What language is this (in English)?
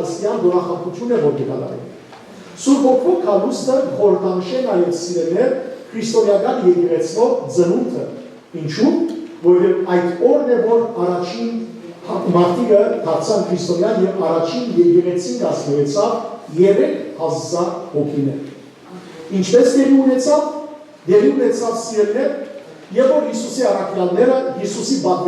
Western Armenian